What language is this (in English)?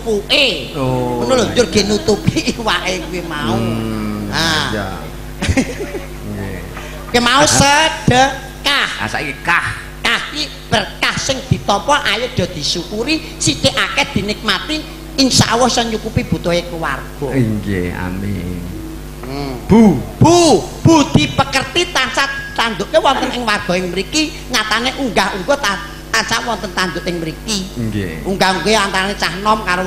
Javanese